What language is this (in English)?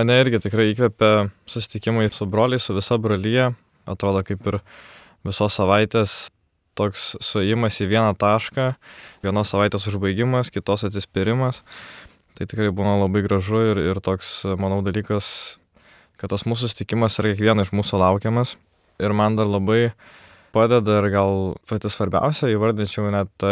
Lithuanian